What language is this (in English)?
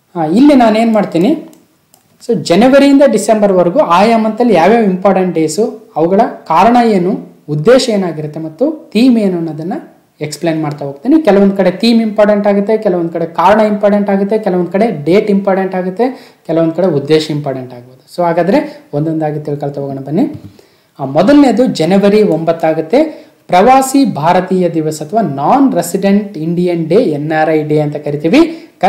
Kannada